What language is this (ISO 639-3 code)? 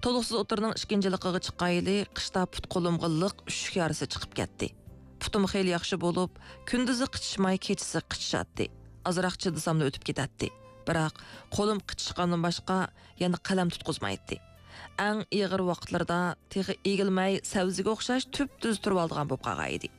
uig